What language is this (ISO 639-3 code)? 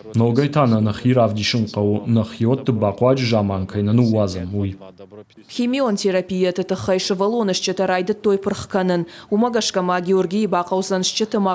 oss